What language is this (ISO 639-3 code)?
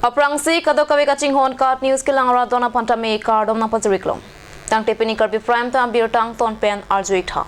mjw